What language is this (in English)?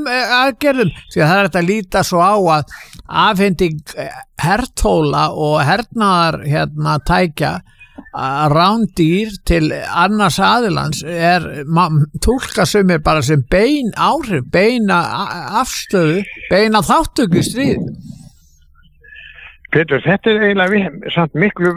Icelandic